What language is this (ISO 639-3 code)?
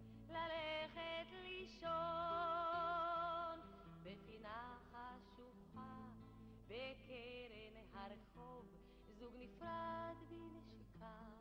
heb